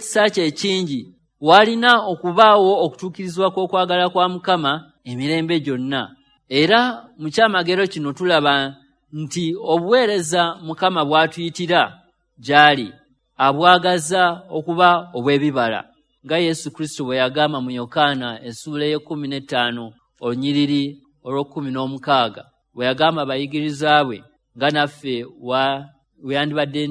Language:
Ganda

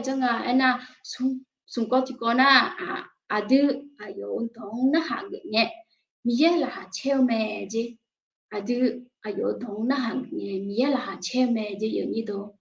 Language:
Akha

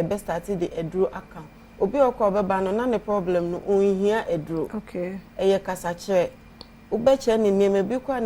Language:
Akan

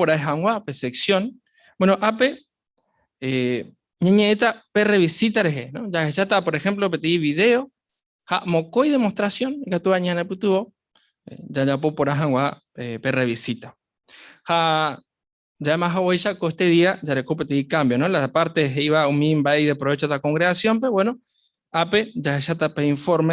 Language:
Guarani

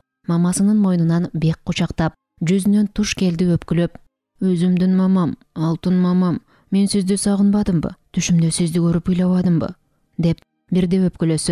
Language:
Kyrgyz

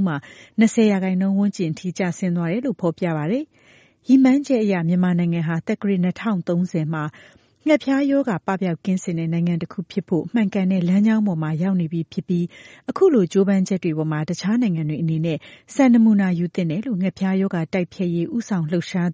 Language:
Burmese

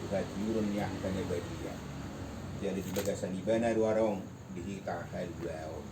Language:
Batak Toba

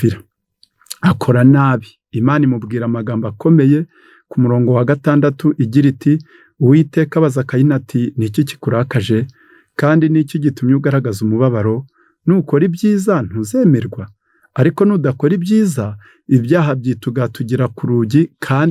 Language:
Kinyarwanda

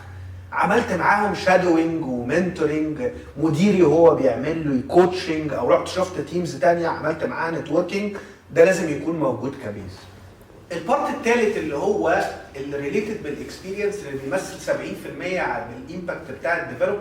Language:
Egyptian Arabic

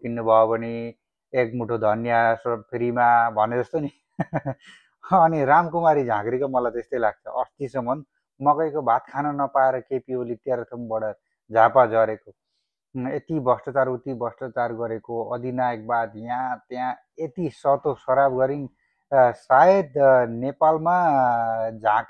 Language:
Nepali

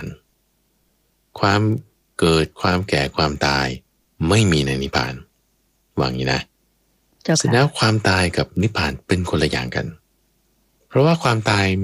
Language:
Thai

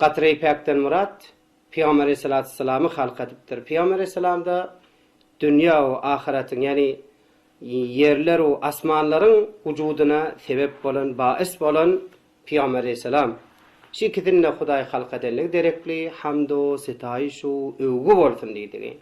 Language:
Turkmen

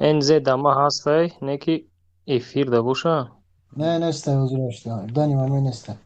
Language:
Tajik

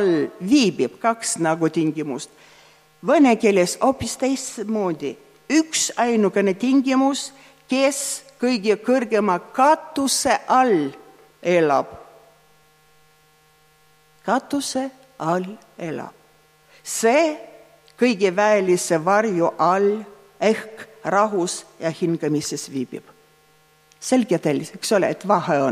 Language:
Estonian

